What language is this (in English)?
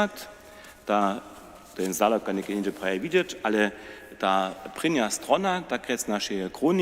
Upper Sorbian